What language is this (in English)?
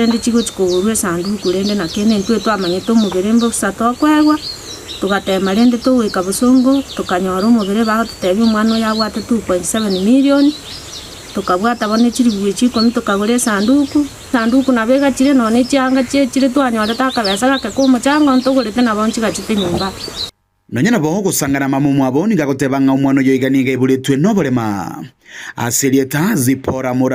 Gusii